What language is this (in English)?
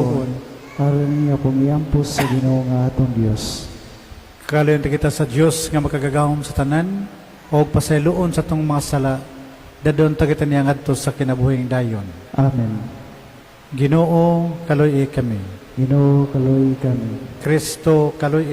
Cebuano